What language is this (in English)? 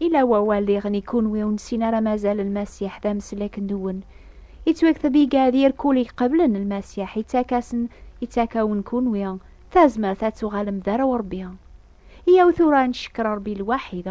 Kabyle